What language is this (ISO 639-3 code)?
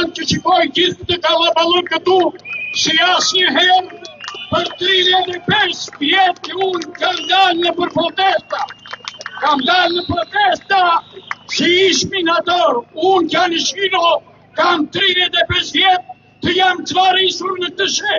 sqi